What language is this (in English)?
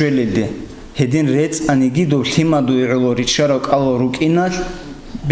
Avaric